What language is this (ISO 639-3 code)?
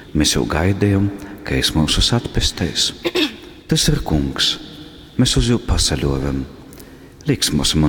ltg